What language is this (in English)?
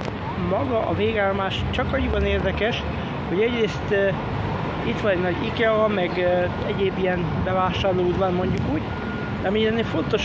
Hungarian